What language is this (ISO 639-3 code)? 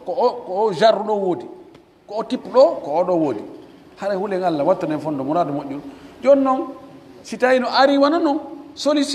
fuf